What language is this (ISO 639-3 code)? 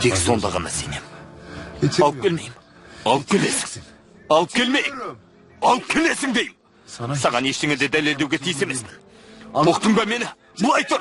kaz